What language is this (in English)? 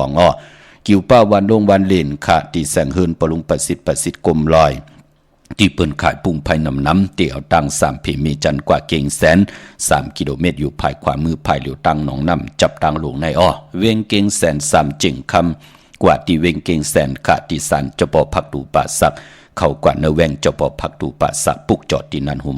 Shan